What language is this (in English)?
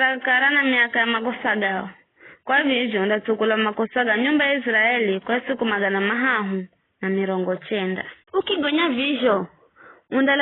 Giryama